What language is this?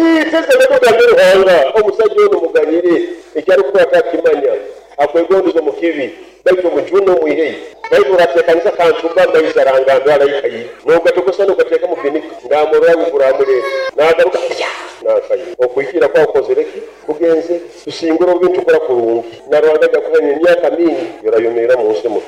Nyoro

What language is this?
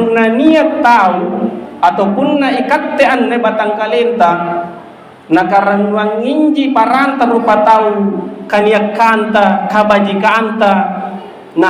Makasar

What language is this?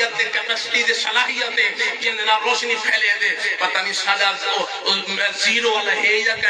Saraiki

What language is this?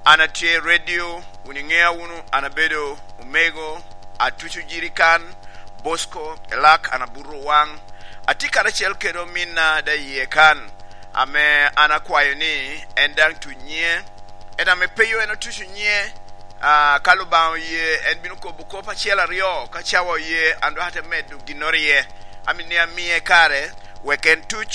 Lango (Uganda)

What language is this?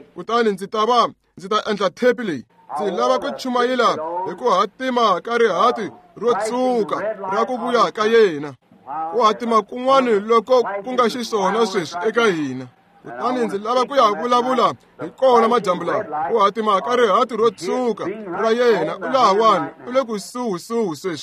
Tsonga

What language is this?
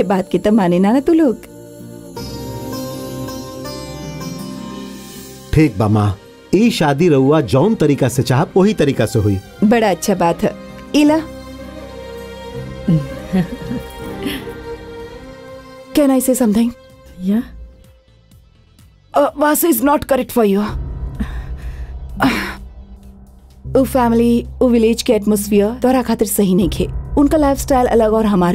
Bhojpuri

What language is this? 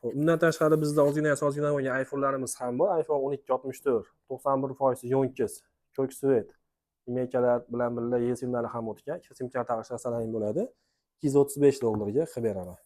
Uzbek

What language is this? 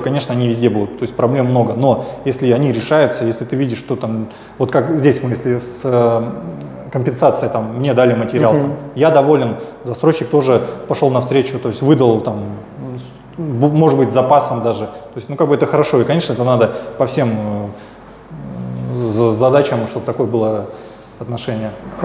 Russian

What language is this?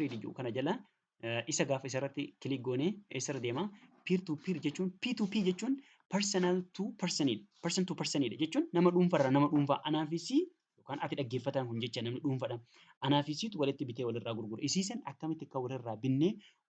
Oromo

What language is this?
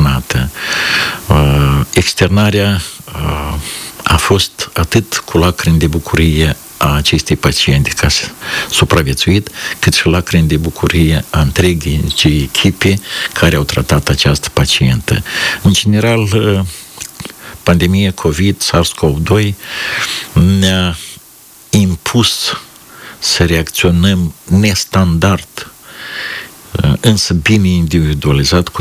Romanian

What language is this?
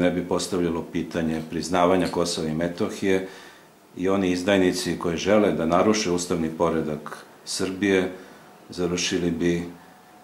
Serbian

